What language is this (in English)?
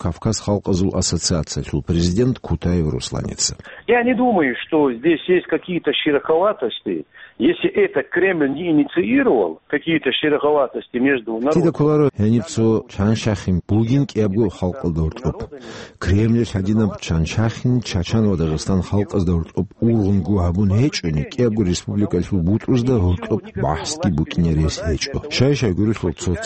Avaric